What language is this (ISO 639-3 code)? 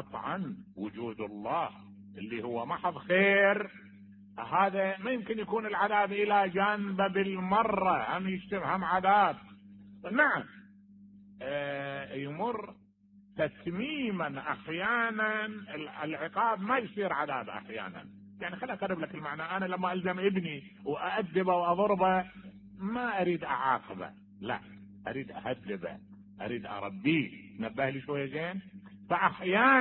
acm